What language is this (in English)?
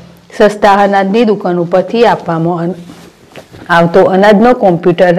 Gujarati